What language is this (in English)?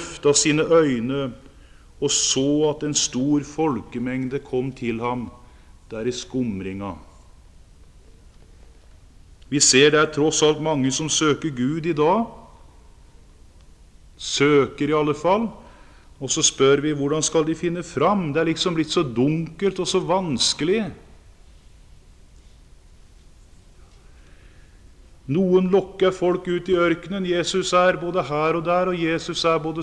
Norwegian